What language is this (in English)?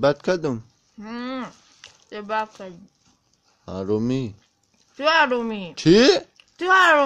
Tajik